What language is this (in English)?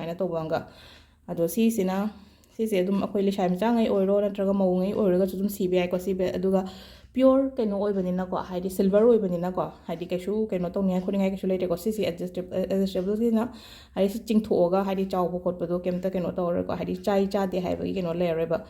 Manipuri